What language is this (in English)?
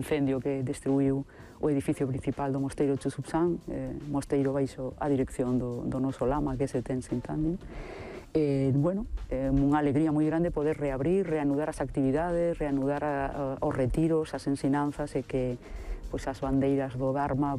Galician